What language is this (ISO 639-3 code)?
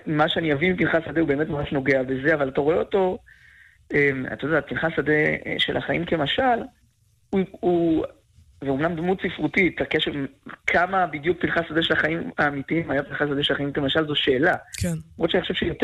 heb